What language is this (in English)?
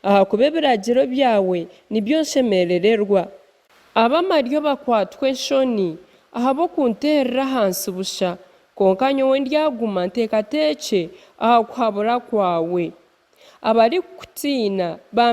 Nyankole